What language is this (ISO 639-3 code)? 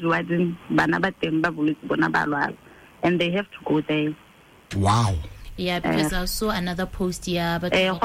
tsn